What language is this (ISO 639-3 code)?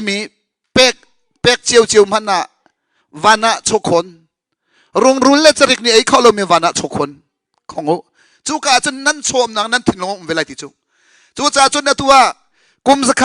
cnh